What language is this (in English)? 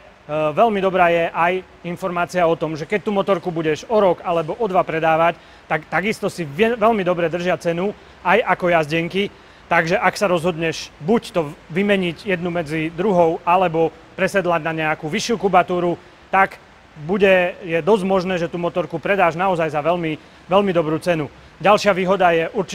Slovak